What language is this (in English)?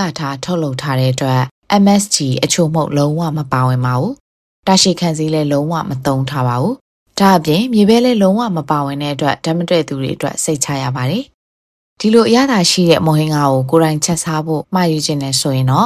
Burmese